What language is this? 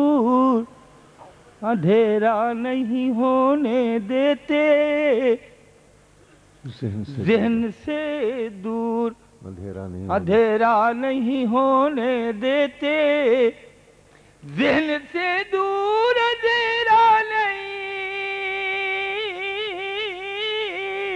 Urdu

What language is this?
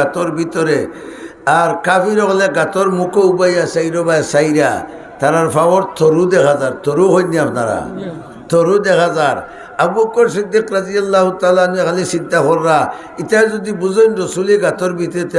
Sylheti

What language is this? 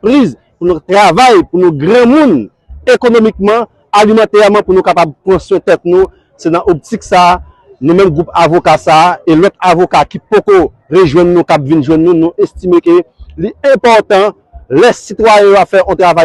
Haitian Creole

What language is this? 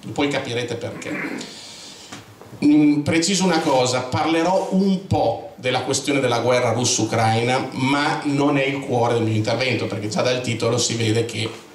Italian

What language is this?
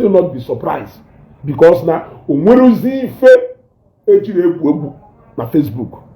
Igbo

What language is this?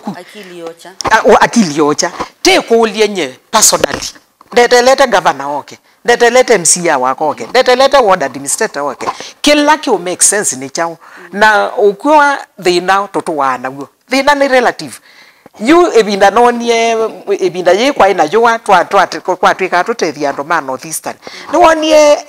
Kamba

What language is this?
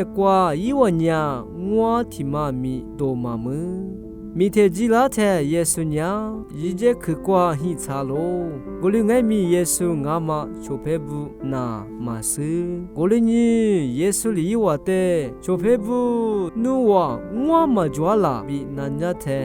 Lisu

